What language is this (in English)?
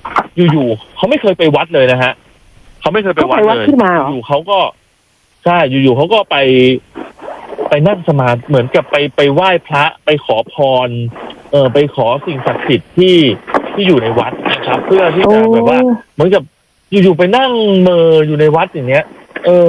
Thai